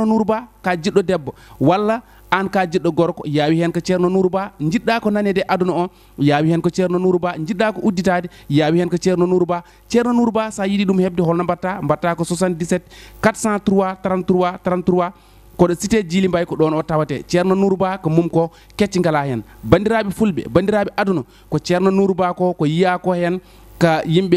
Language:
Fula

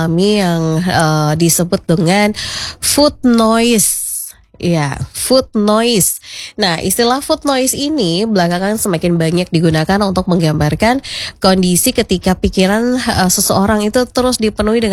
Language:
Indonesian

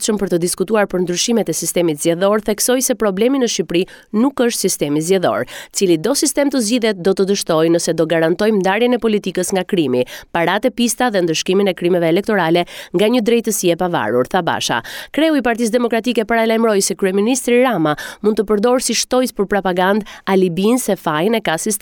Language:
Albanian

